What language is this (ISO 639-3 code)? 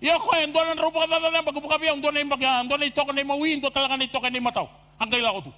fij